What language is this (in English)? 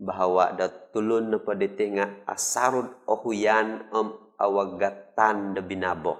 Central Dusun